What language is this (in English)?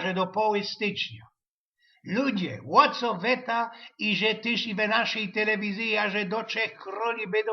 Silesian